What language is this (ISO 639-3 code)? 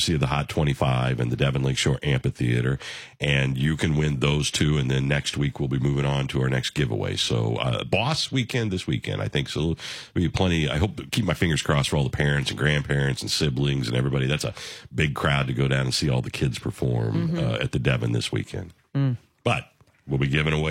eng